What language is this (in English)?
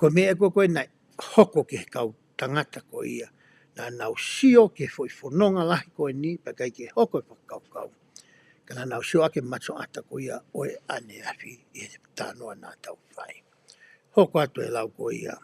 Tongan